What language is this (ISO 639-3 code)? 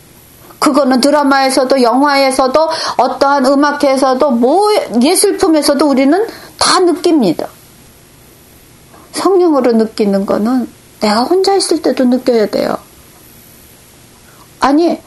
kor